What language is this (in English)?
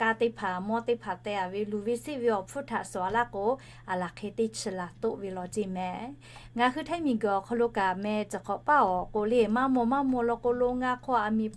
Lahu